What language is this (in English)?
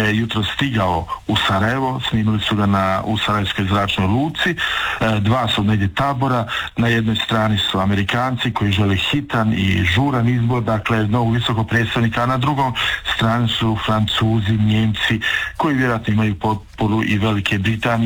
Croatian